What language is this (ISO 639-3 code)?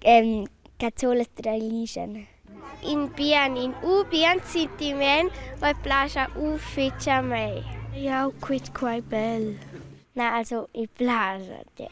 roh